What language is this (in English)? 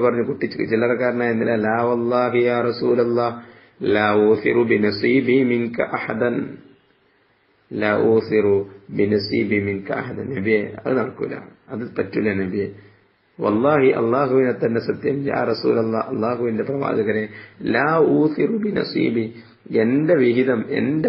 Malayalam